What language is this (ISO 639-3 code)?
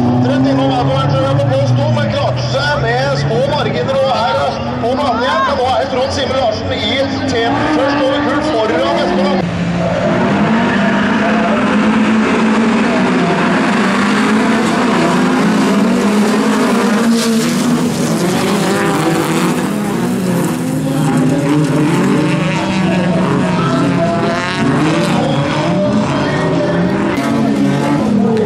nor